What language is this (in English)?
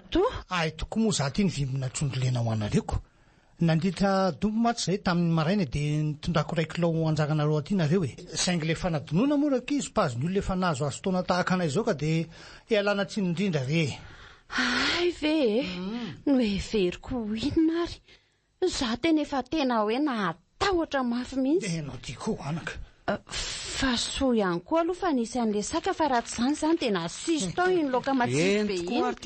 Malagasy